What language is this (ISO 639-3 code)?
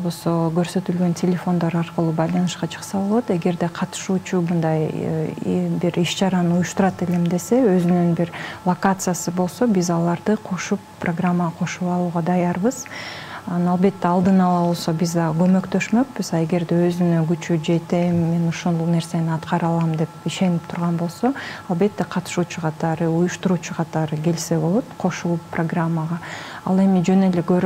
kir